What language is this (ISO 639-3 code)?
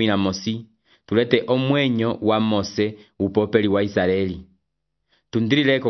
umb